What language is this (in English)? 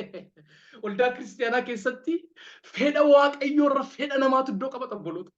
Oromo